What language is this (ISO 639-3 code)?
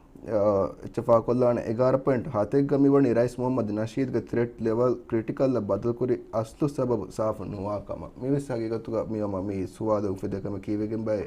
div